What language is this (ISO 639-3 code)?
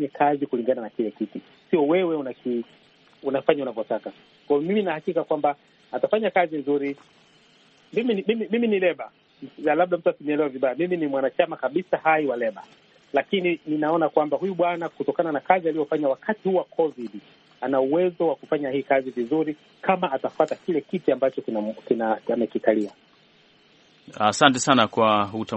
swa